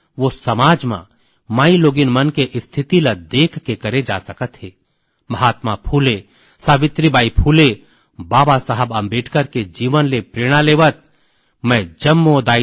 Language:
Chhattisgarhi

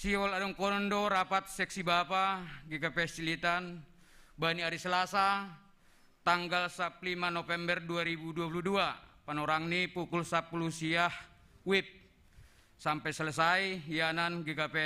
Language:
Batak Simalungun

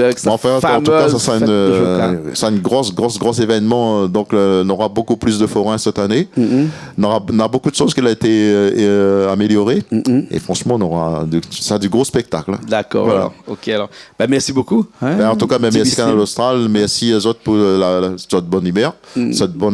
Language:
Réunion Creole French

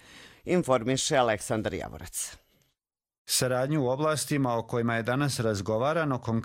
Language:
Croatian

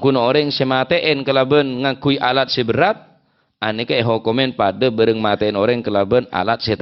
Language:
Madurese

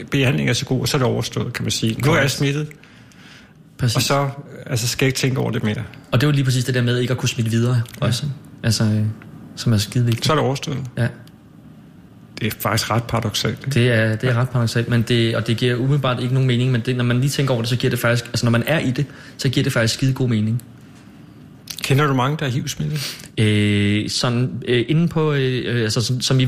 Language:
Danish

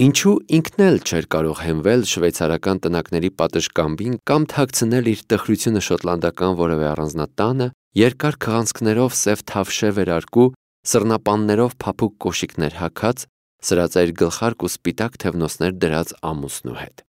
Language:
Armenian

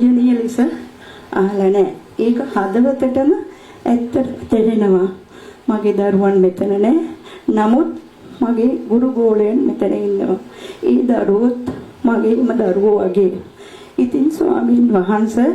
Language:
Sinhala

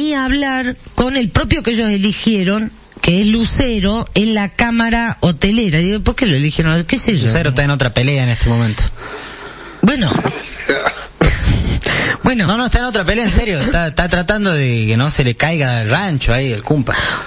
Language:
Spanish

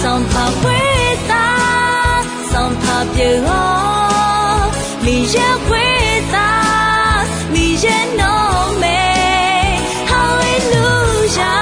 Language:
Akha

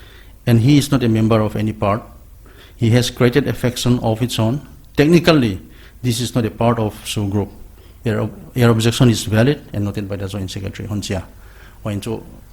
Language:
Paite Chin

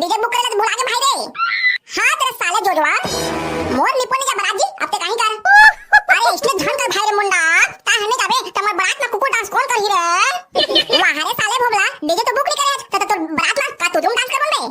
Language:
Chhattisgarhi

